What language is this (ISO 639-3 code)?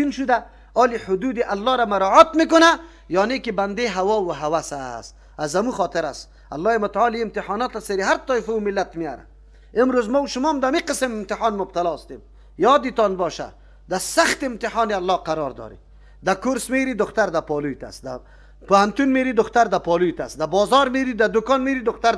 fas